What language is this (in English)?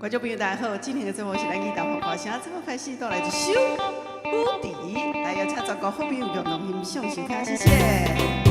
Min Nan Chinese